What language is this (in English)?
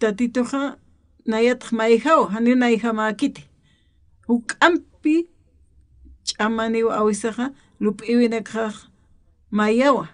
Aymara